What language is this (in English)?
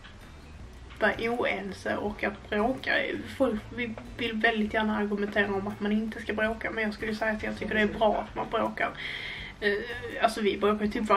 Swedish